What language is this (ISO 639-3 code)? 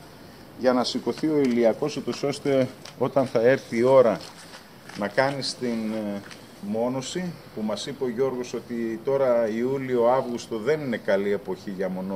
ell